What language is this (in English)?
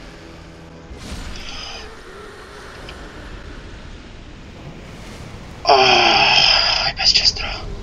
Czech